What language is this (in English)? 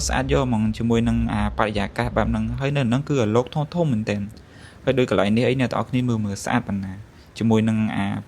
Khmer